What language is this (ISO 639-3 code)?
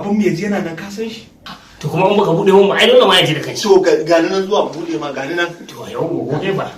hau